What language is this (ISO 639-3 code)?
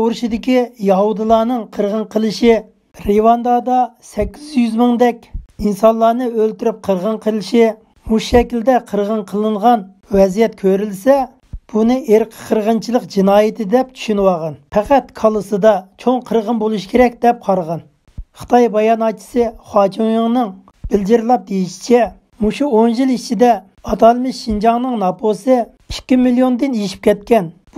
uig